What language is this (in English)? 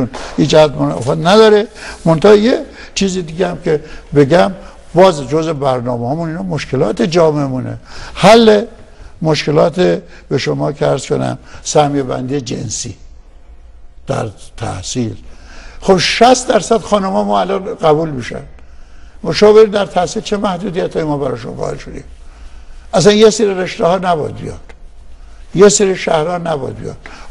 Persian